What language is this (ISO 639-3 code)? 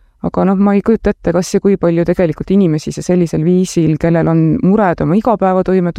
est